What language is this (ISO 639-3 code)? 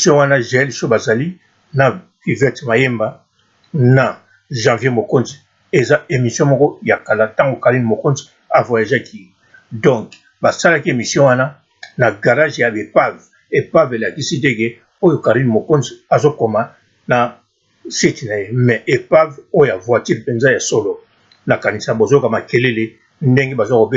lin